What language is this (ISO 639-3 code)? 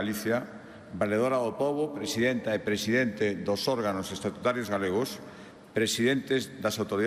glg